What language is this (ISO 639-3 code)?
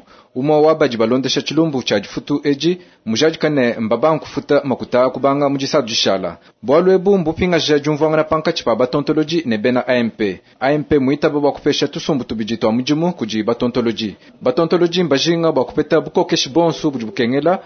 lua